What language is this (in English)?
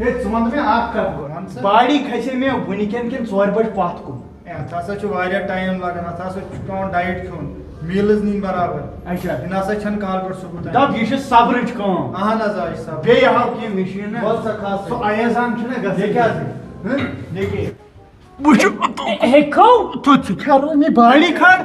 Kashmiri